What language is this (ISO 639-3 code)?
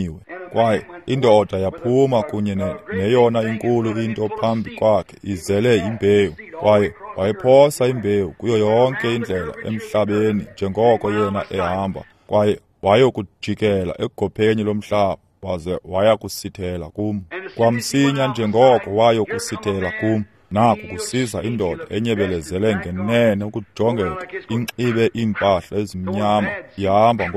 xho